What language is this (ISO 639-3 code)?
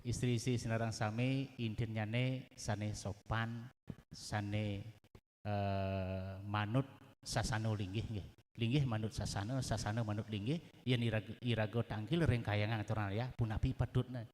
ban